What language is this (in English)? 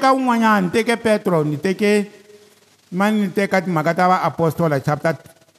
Tsonga